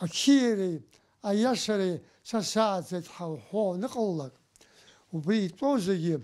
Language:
Abkhazian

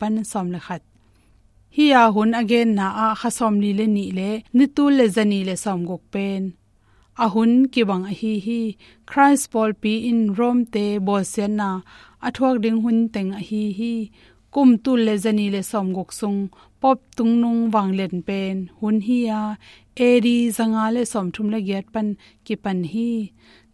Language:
Tedim Chin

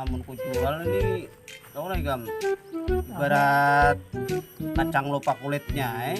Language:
Banjar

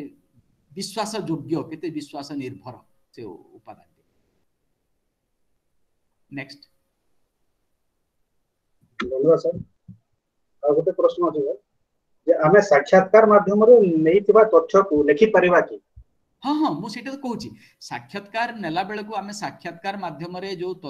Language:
Odia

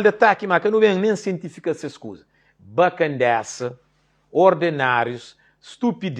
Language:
Kabuverdianu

